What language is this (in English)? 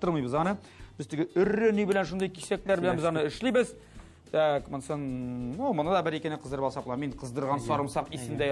Tatar